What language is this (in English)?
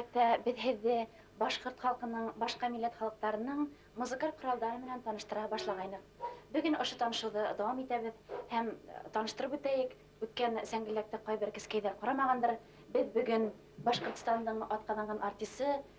Bashkir